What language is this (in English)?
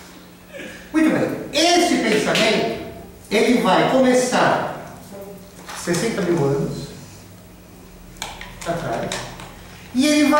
Portuguese